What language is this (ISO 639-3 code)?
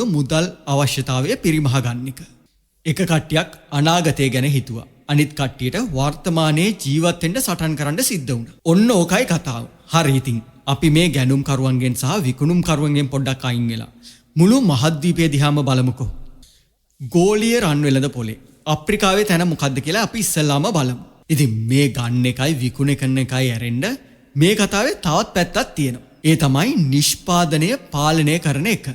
sin